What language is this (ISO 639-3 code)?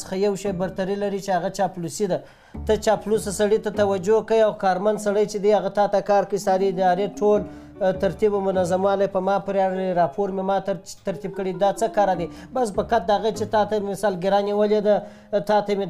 pus